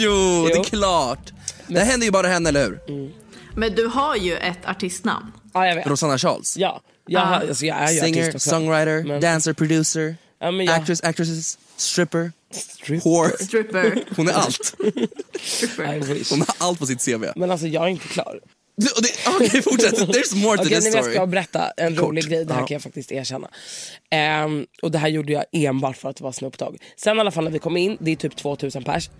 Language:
Swedish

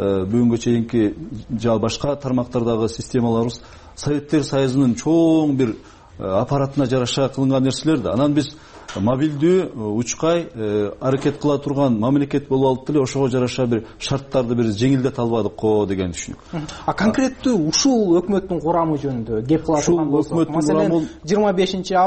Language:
Kyrgyz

